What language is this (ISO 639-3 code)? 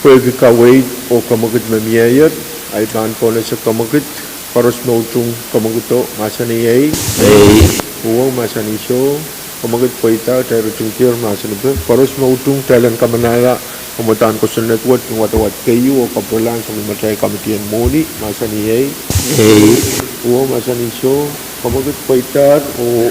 pon